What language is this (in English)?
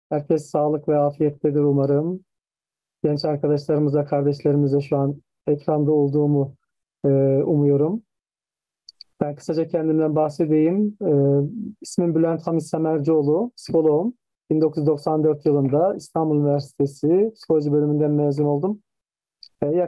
Turkish